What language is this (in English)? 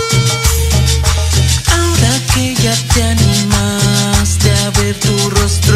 Spanish